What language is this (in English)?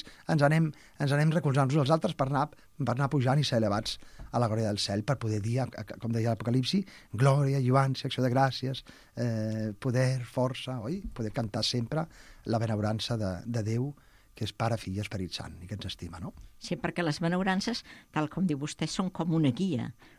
Catalan